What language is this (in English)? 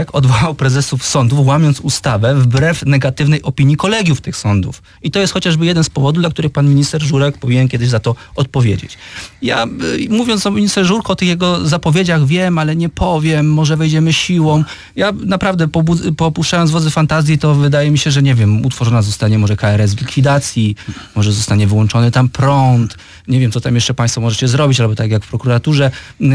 Polish